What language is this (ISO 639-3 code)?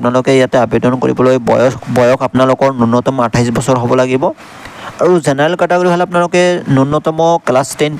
asm